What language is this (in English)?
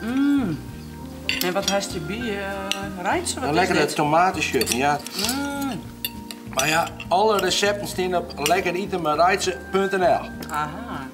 Western Frisian